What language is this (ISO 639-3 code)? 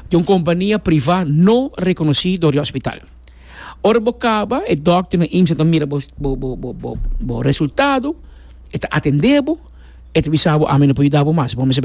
pap